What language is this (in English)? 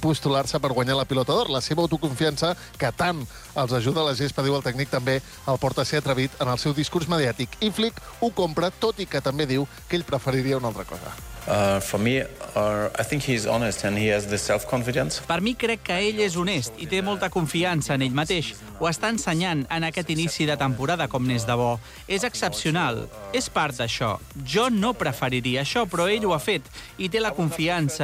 Catalan